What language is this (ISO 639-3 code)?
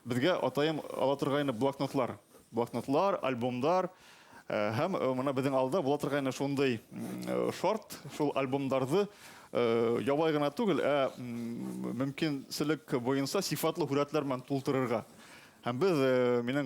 bak